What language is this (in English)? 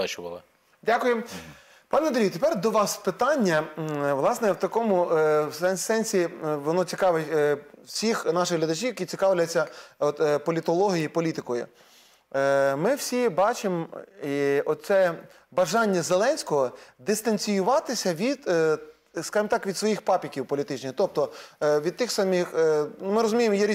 Ukrainian